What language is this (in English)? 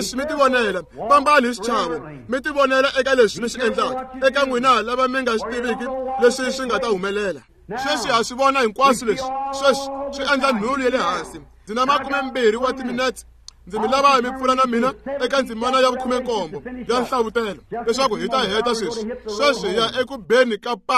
Tsonga